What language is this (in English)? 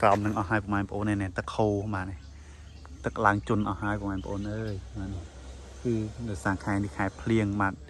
Khmer